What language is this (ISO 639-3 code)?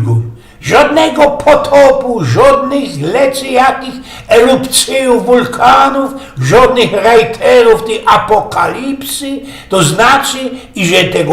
szl